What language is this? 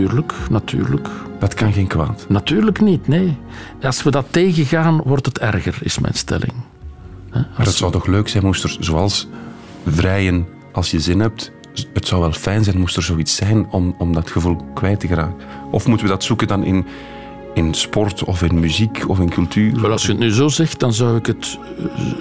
Dutch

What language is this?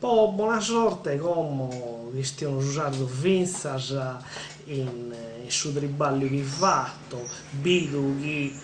Sardinian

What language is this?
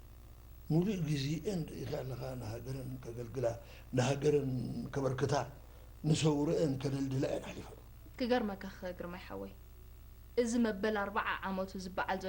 Tigrinya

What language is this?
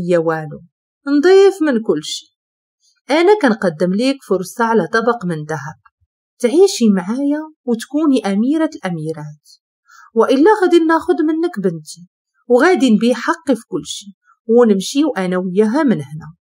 Moroccan Arabic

